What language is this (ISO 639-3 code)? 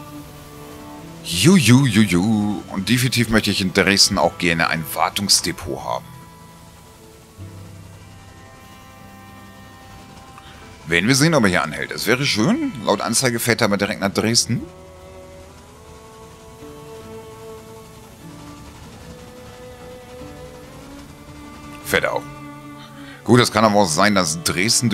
deu